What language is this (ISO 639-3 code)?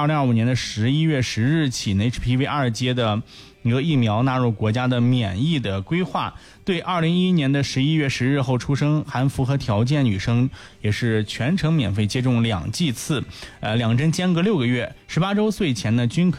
zho